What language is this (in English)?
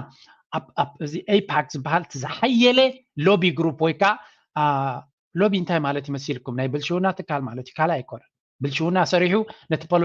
Tigrinya